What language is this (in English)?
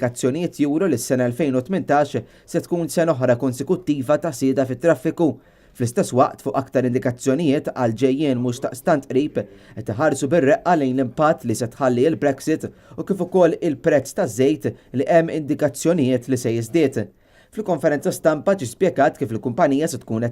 Maltese